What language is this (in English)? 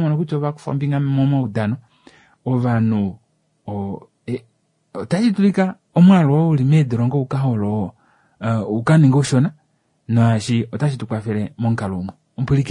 Kuanyama